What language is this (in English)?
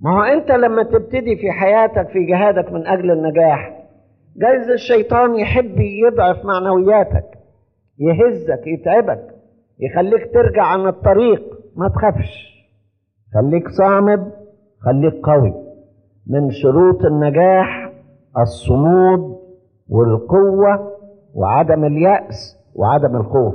Egyptian Arabic